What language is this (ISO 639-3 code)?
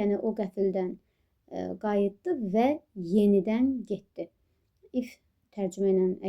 aze